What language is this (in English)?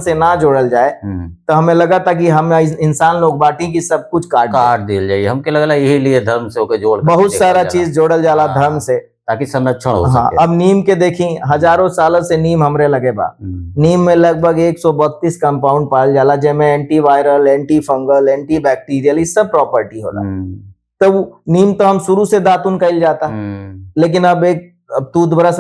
Bhojpuri